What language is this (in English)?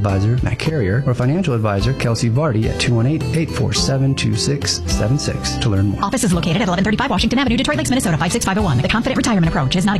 English